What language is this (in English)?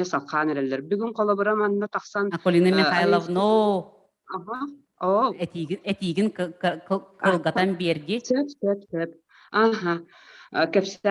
Yakut